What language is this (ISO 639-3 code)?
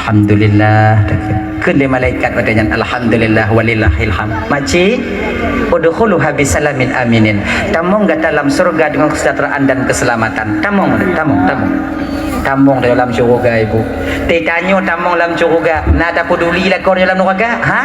ace